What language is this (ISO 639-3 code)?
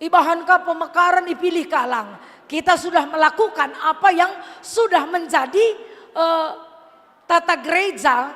btx